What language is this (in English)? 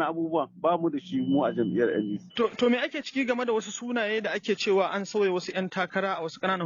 Hausa